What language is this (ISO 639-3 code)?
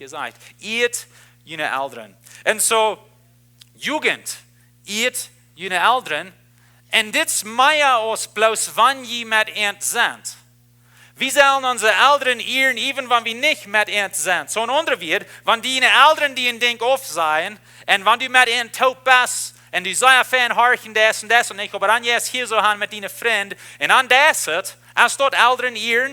pdt